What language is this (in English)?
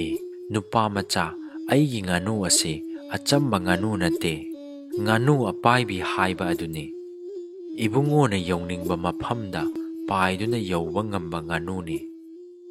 Manipuri